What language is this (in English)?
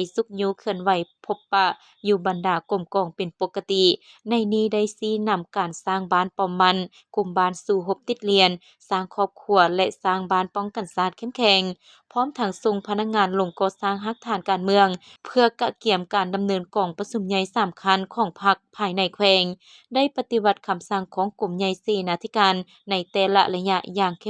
Lao